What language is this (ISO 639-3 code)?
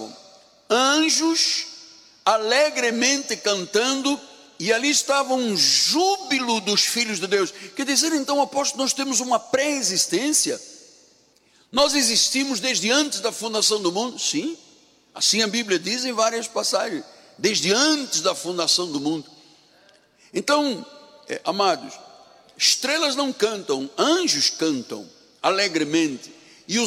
por